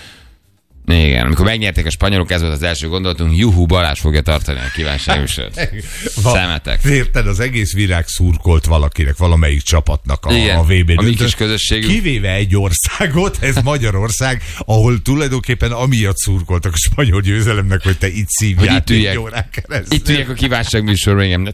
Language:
Hungarian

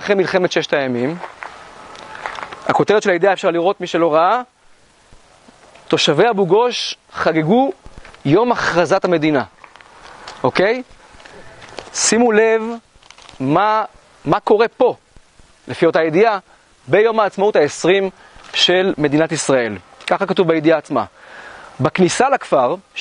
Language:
Hebrew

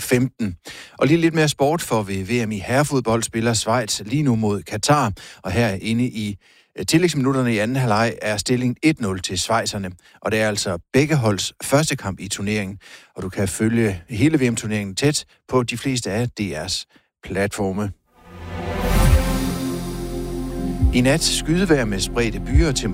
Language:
Danish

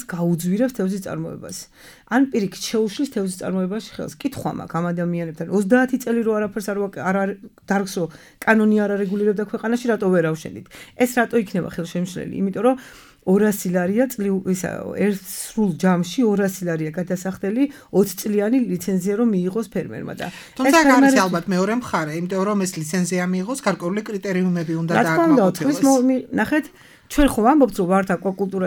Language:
Georgian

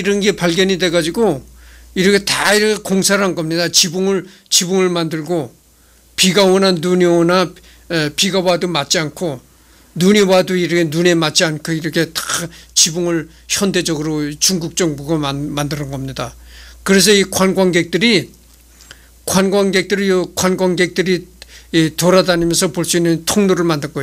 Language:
Korean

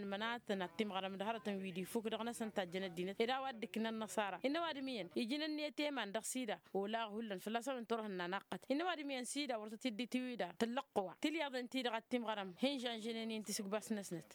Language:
Tamasheq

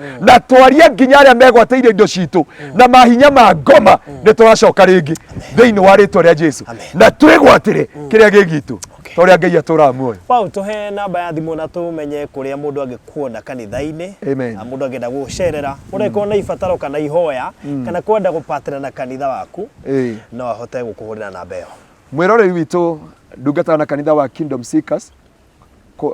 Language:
Kikuyu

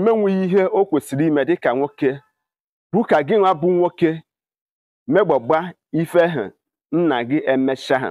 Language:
Igbo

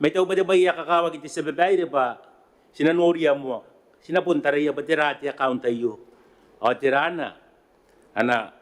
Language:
Gilbertese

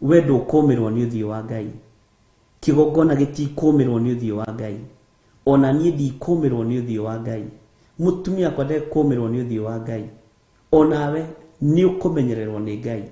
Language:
Kikuyu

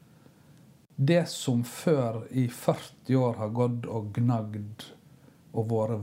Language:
Norwegian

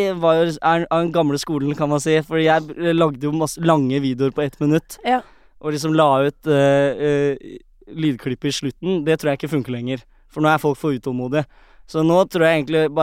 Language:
Norwegian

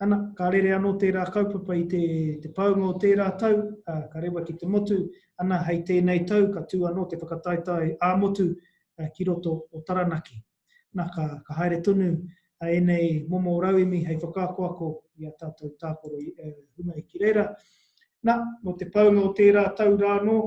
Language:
Māori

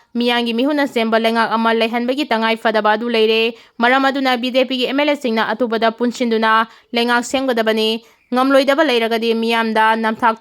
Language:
Manipuri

